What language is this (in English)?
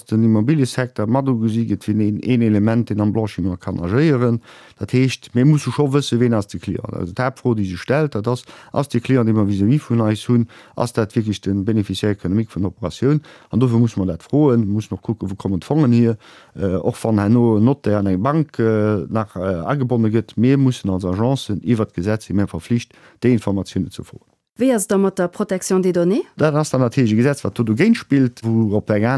Luxembourgish